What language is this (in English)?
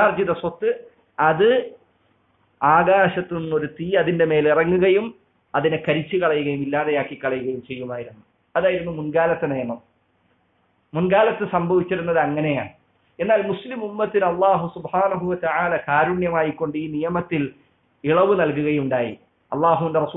Malayalam